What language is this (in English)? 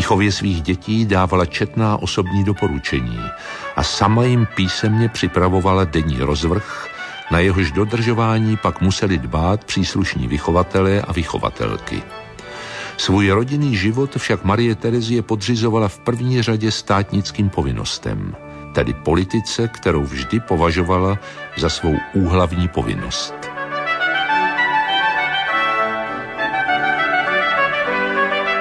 Czech